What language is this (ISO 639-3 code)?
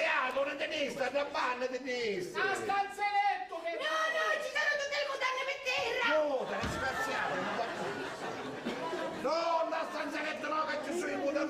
scn